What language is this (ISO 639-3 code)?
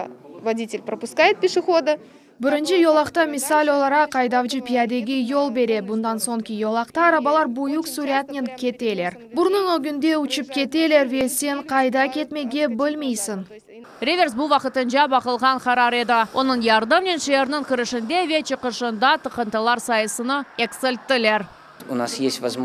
crh